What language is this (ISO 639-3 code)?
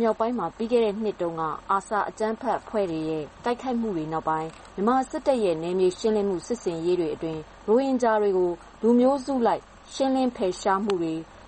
mya